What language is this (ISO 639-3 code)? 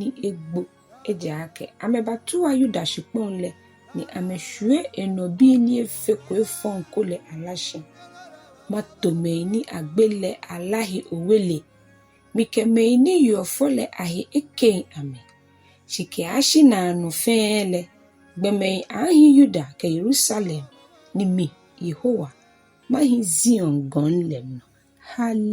gaa